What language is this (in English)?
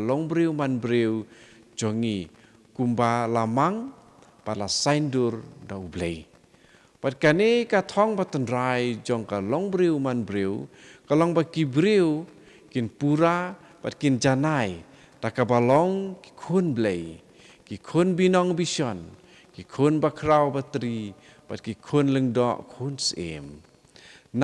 Khasi